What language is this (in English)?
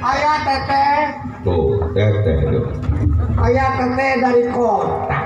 Betawi